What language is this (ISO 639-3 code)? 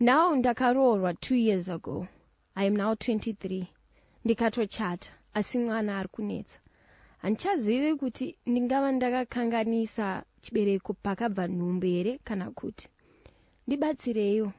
sna